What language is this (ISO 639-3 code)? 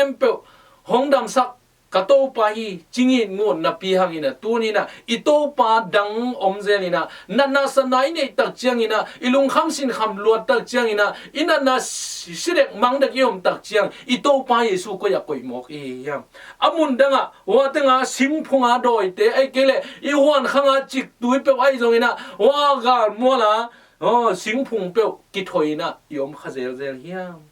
ctd